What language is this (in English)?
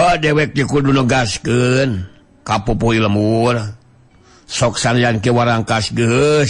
Sundanese